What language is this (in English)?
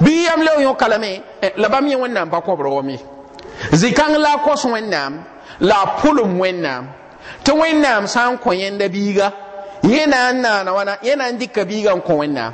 Mossi